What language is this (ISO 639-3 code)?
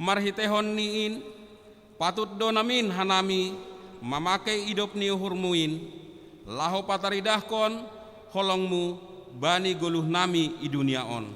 bts